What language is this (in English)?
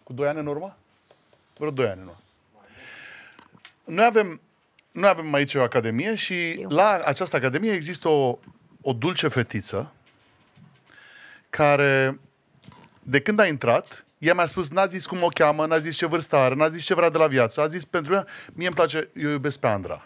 Romanian